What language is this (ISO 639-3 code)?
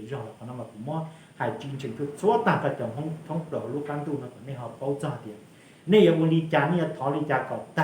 hmn